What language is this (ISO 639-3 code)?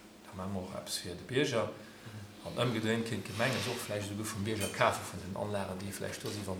ltz